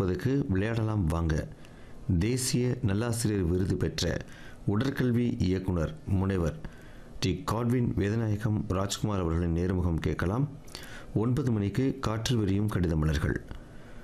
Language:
Tamil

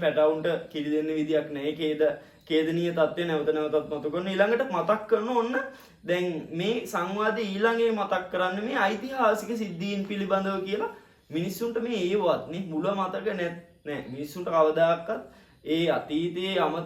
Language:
Sinhala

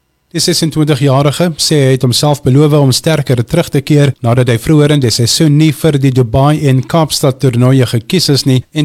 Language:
Afrikaans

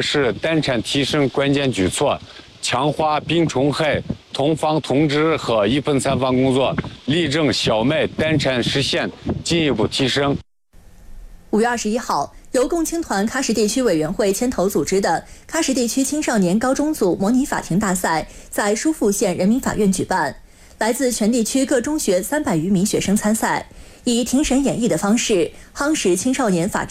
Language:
Chinese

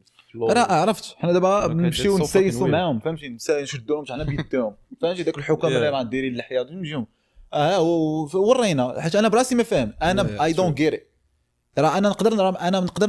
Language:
Moroccan Arabic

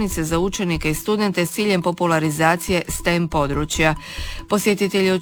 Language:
Croatian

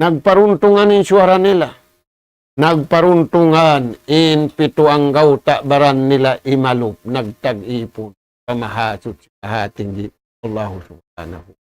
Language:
Tausug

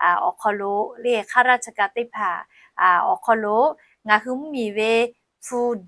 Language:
Lahu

